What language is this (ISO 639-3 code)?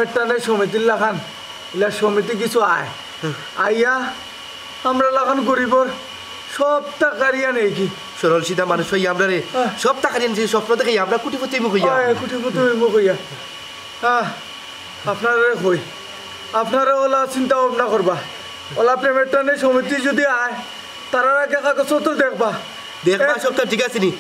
syl